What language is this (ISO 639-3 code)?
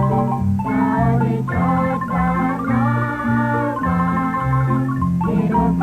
kek